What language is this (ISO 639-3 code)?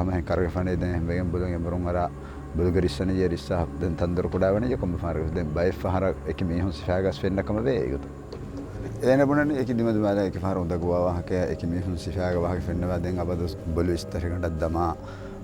div